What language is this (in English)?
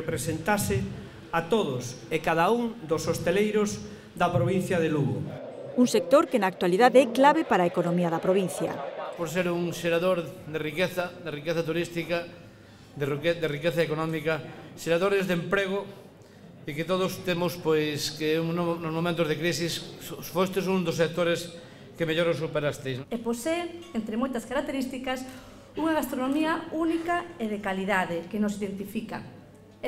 Galician